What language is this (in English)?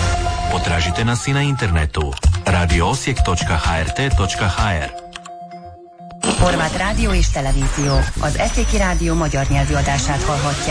Croatian